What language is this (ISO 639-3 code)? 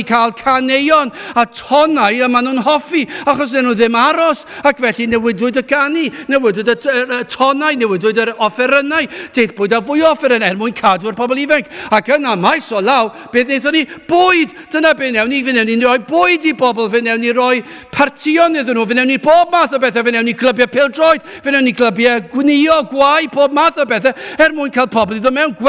cym